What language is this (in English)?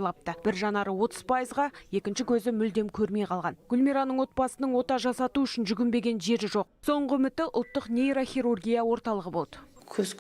Kazakh